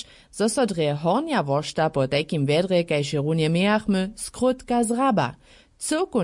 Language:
Upper Sorbian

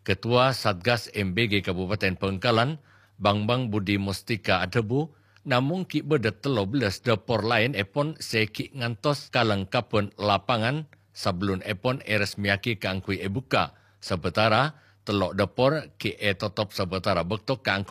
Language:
Madurese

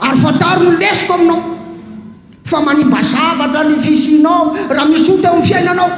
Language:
Malagasy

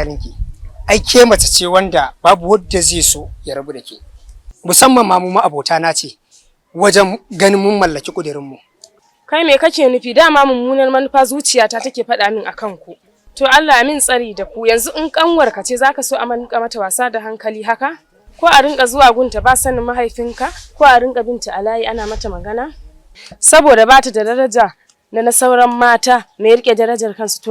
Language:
Hausa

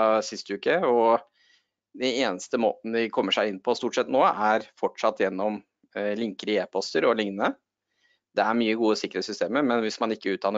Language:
Norwegian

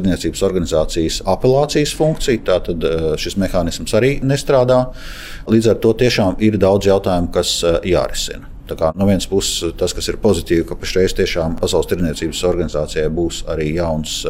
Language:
Latvian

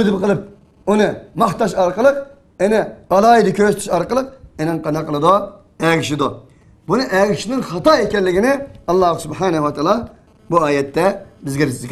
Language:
Uyghur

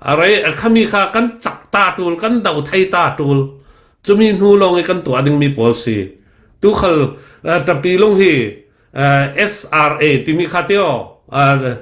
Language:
Falam Chin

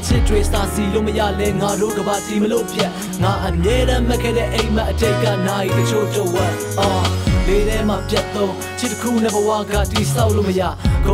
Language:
Burmese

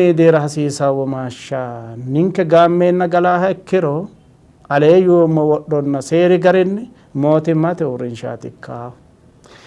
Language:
Sidamo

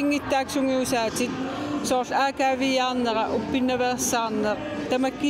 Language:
Kalaallisut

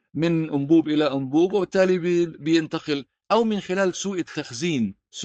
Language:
North Levantine Arabic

